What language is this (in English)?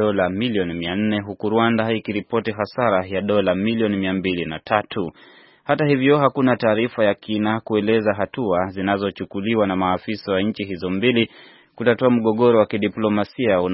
Swahili